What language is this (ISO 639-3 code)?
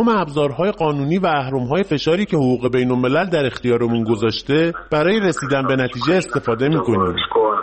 fas